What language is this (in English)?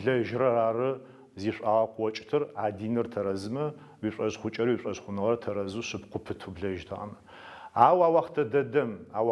Adyghe